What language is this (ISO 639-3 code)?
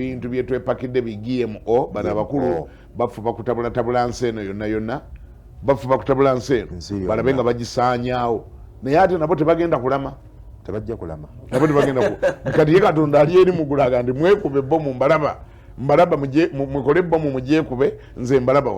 lug